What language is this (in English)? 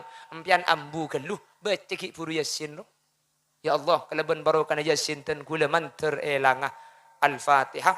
Madurese